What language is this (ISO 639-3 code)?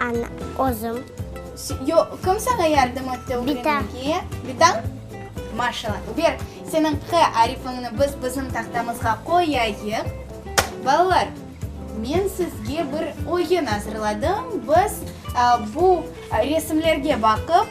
crh